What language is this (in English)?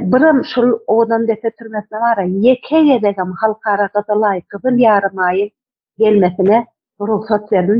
Turkmen